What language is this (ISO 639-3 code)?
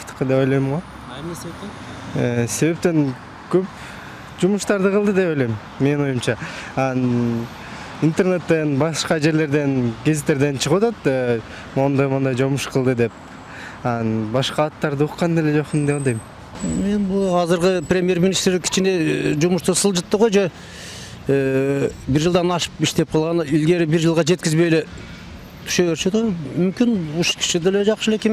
kir